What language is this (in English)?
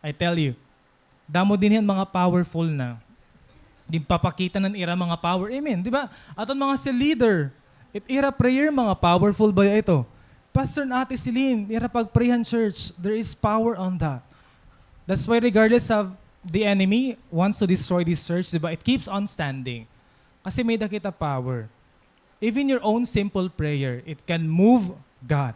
Waray